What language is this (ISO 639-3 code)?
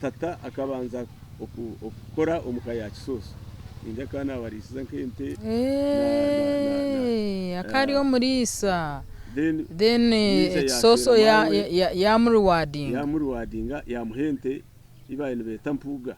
nyn